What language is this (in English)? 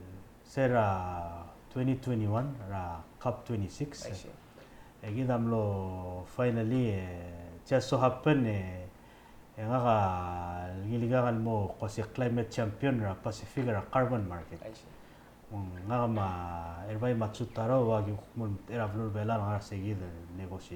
Palauan